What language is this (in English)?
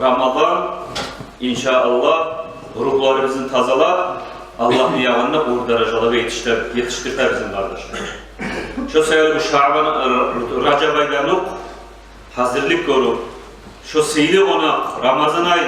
Kumyk